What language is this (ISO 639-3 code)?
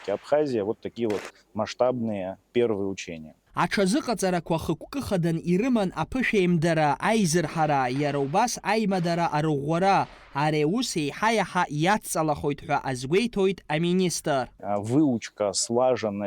abk